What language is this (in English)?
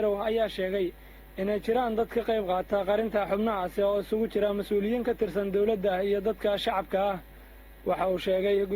Somali